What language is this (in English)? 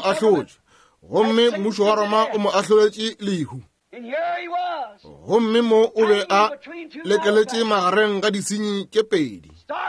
Northern Sotho